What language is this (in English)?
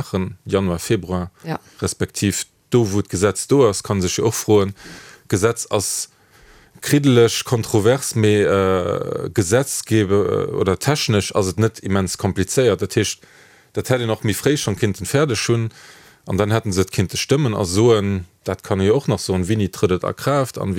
Luxembourgish